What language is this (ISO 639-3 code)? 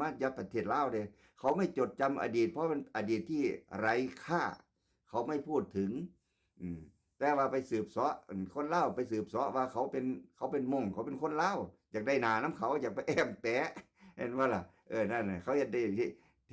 tts